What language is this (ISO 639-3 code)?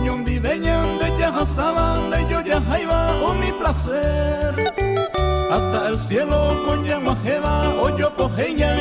grn